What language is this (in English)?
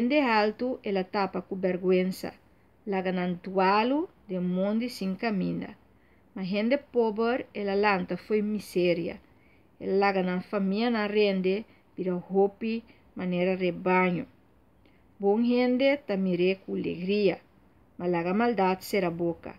Papiamento